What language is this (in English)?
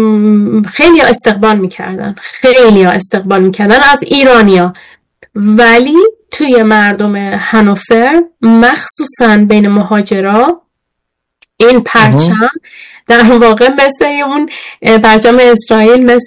Persian